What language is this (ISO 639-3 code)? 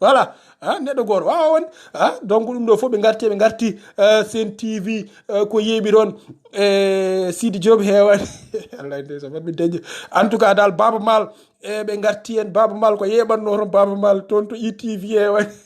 ful